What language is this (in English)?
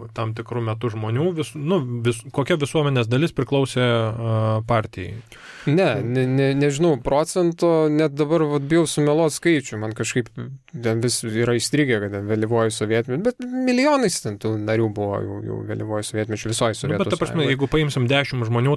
Lithuanian